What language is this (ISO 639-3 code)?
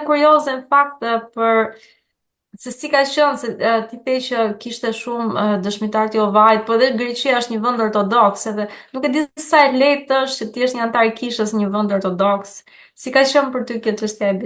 sqi